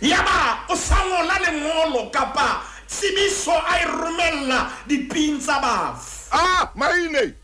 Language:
Southern Sotho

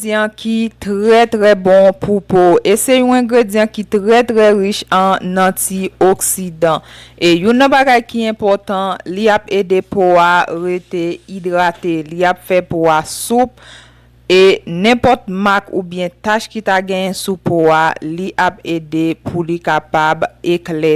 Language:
Haitian Creole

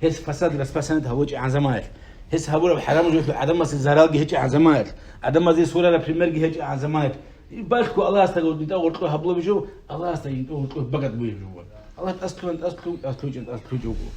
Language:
Avaric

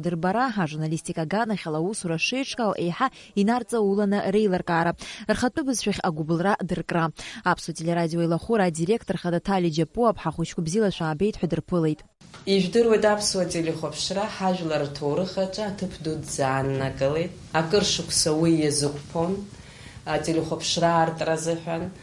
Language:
Abkhazian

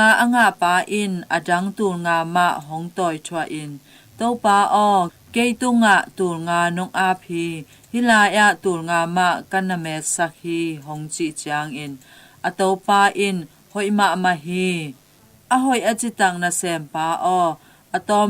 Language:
Tedim Chin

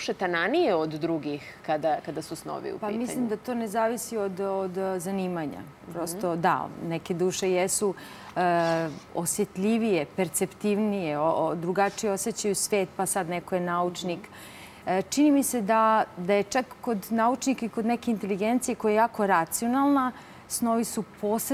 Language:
Serbian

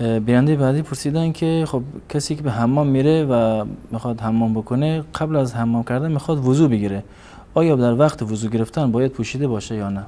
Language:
Persian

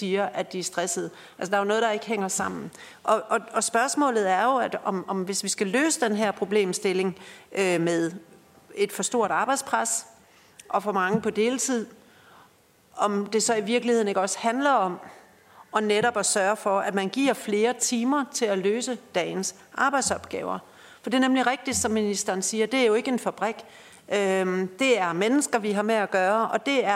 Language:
Danish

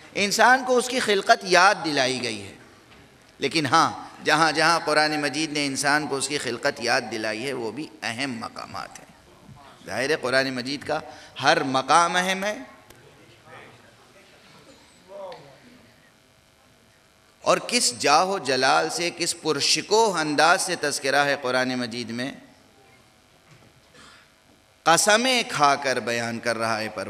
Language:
Urdu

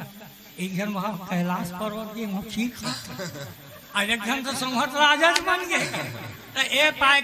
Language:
Chhattisgarhi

